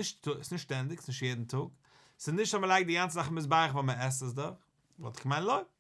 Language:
Yiddish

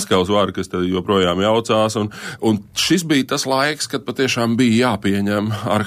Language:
Latvian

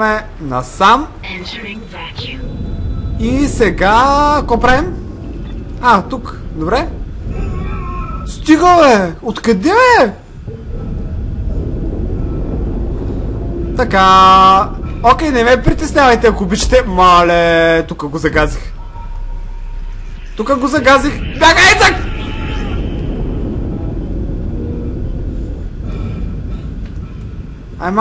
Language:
Bulgarian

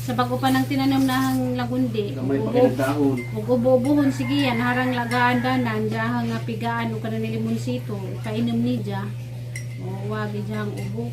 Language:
Cebuano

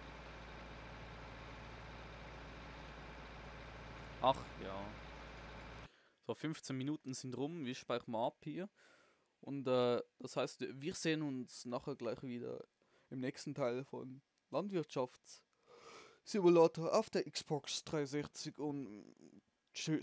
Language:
German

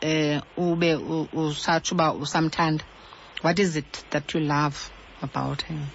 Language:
Xhosa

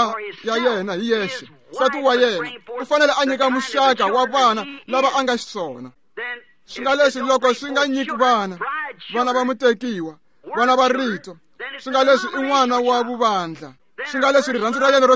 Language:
Tsonga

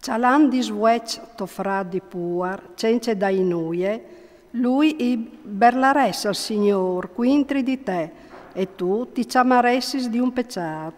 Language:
Friulian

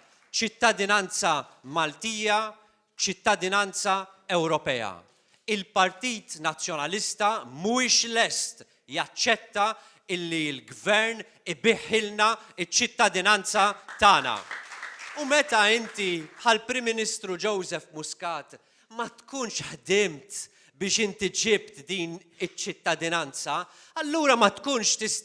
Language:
Maltese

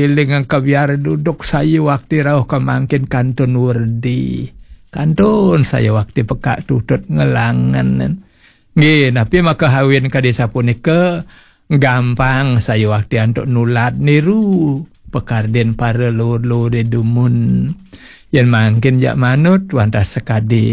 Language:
Balinese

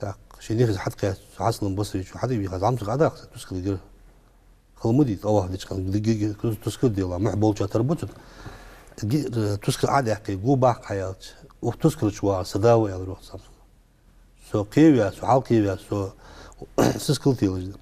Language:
Ingush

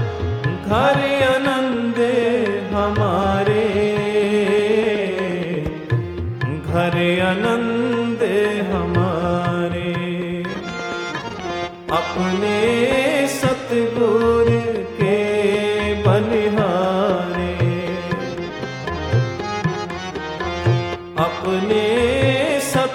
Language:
Punjabi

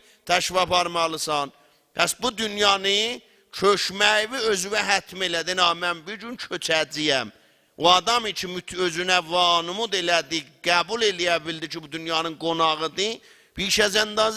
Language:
South Azerbaijani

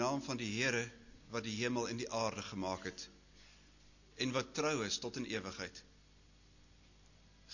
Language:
Afrikaans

